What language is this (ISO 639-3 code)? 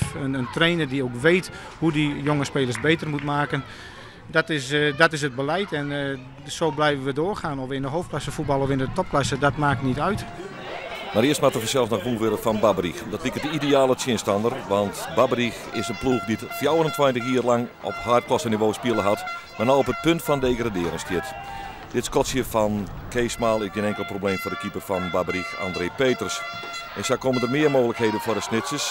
fry